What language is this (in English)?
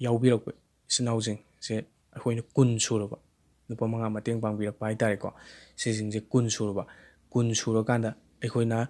Manipuri